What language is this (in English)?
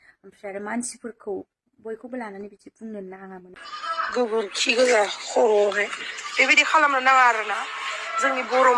Bodo